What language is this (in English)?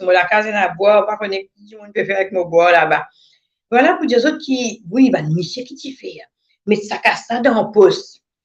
Morisyen